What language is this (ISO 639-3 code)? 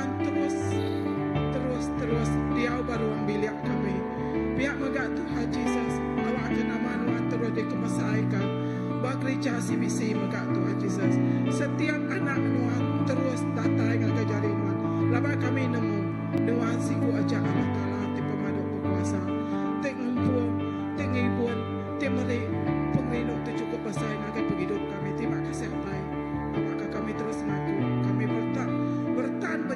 iba